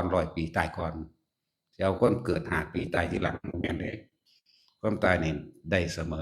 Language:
Lao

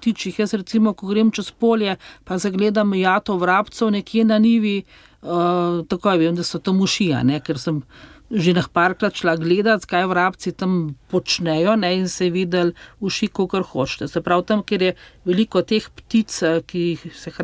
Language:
Slovenian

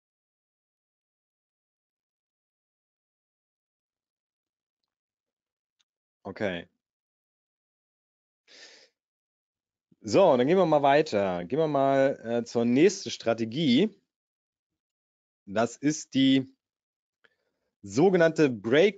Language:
German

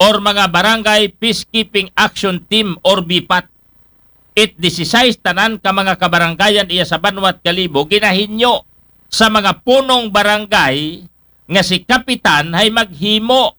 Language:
Aklanon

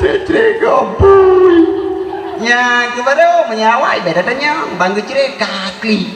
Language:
Achinese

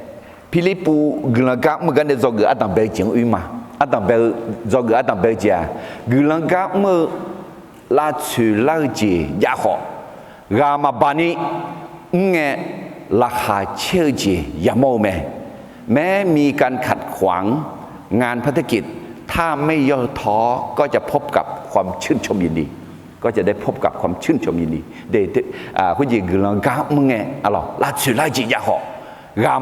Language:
Akha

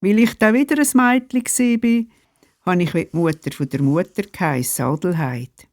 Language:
Swiss German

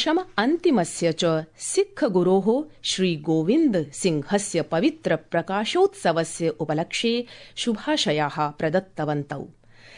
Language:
Sanskrit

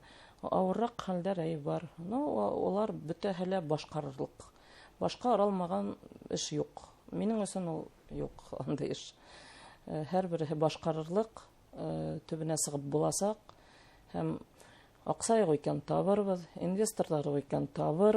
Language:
Bashkir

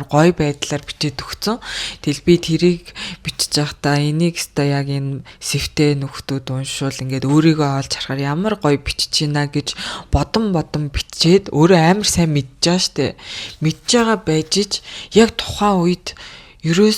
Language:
Mongolian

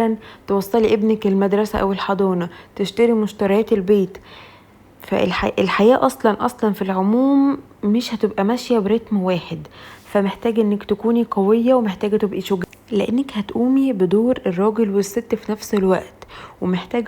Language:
Egyptian Arabic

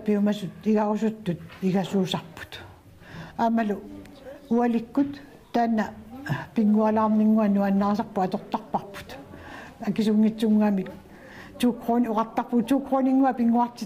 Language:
Kalaallisut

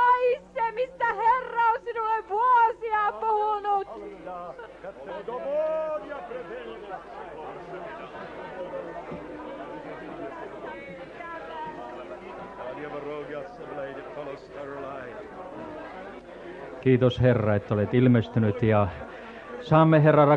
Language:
Finnish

